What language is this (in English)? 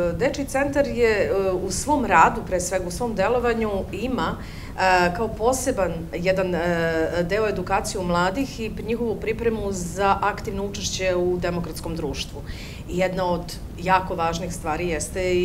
Serbian